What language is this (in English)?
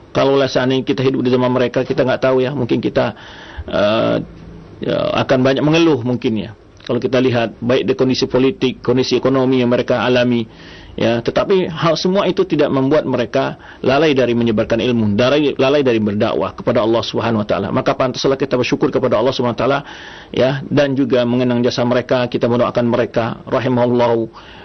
Indonesian